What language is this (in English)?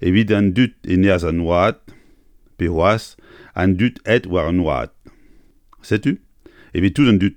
Breton